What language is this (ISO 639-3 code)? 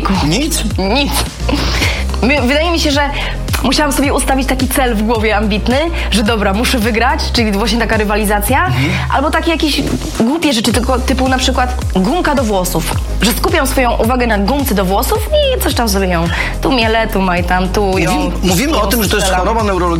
pol